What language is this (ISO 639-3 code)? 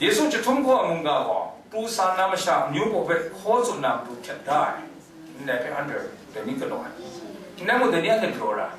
kac